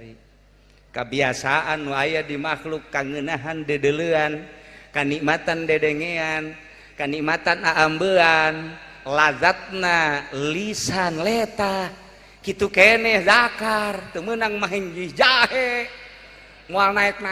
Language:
Sundanese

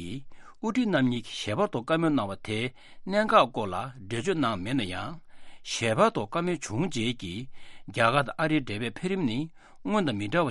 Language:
Tibetan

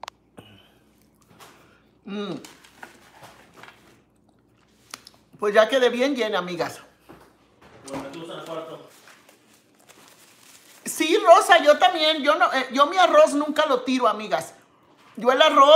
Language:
Spanish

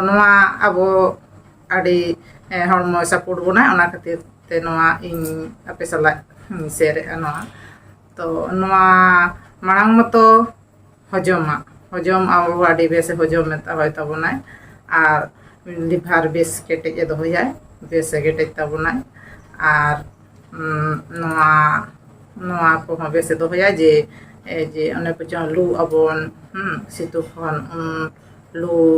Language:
Santali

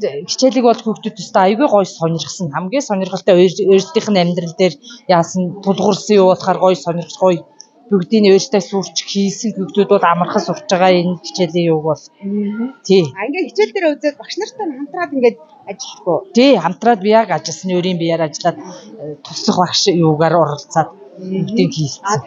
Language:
Mongolian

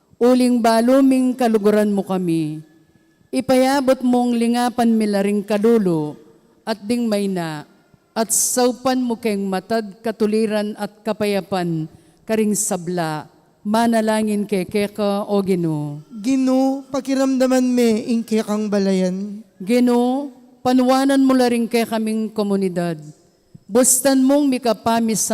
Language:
Pampanga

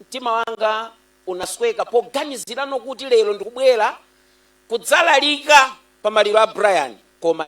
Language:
Nyanja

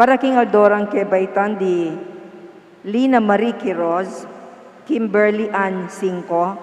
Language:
Pampanga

